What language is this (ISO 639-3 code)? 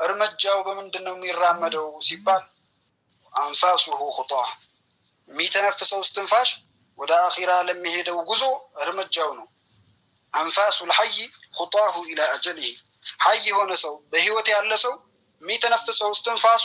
amh